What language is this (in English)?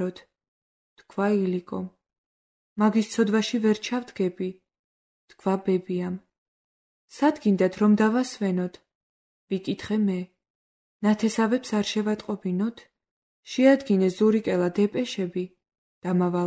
Georgian